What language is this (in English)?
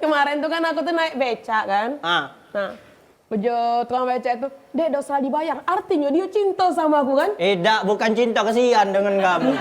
Musi